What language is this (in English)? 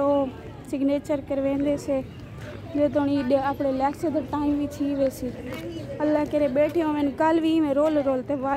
Saraiki